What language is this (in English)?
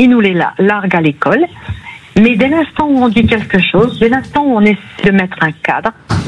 French